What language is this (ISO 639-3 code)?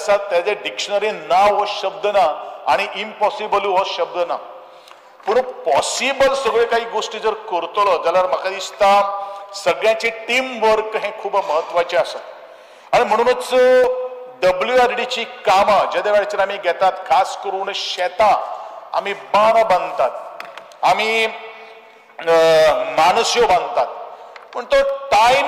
kok